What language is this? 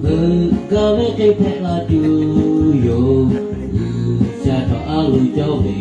Lahu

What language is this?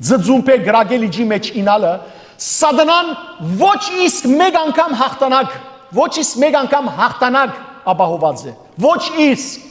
Western Armenian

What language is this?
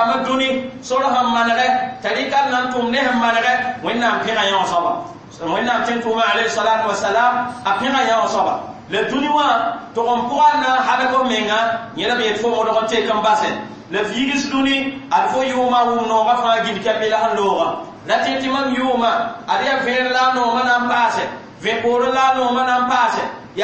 Mossi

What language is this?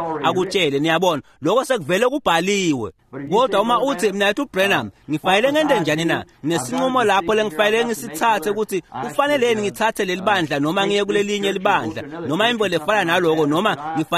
Swati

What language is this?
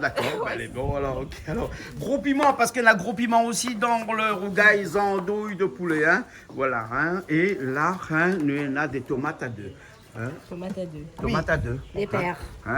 Réunion Creole French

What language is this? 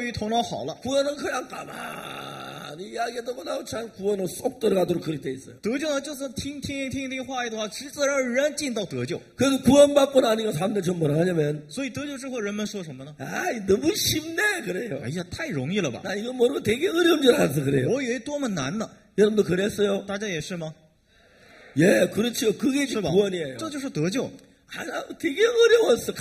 Korean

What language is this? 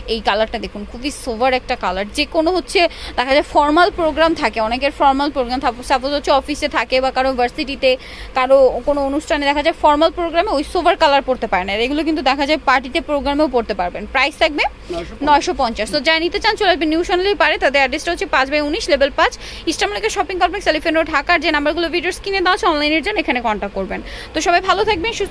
Bangla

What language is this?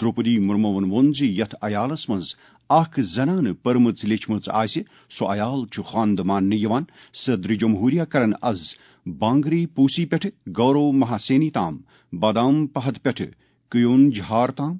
Kashmiri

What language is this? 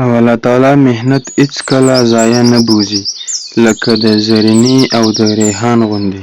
Pashto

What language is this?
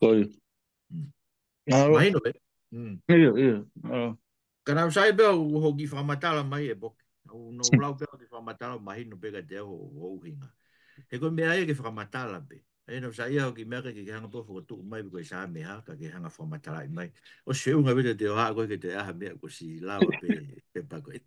Tongan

